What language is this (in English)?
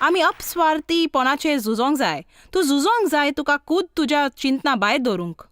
Konkani